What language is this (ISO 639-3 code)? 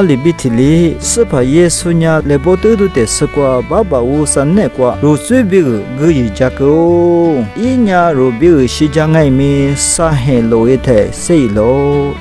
lis